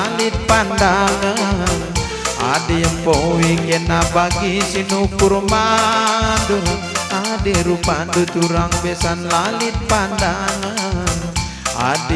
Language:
Batak Karo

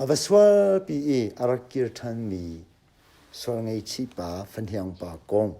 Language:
Hakha Chin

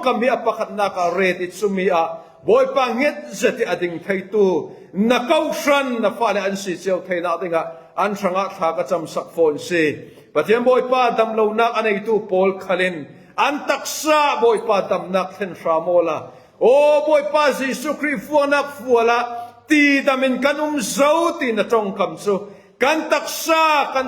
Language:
Falam Chin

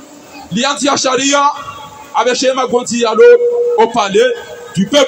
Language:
Swahili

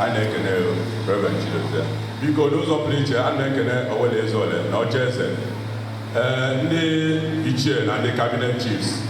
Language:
Igbo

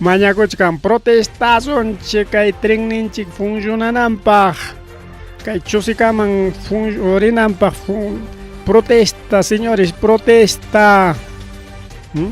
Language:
Ayacucho Quechua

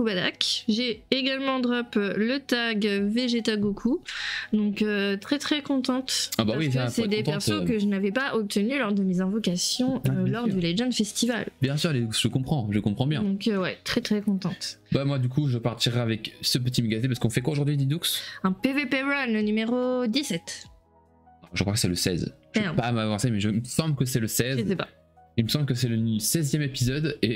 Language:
French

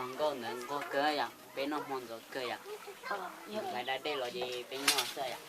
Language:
Hmong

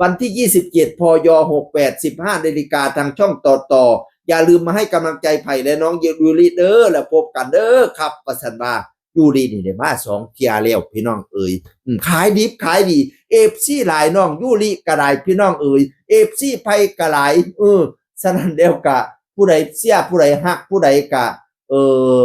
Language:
Northeastern Thai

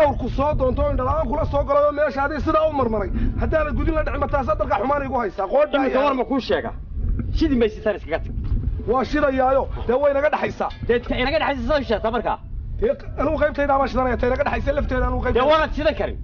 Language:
Somali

